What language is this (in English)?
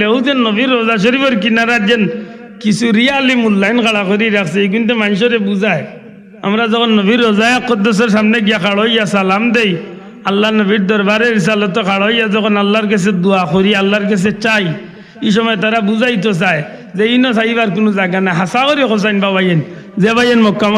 Sylheti